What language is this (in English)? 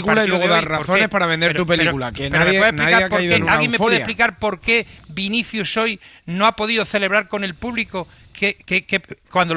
Spanish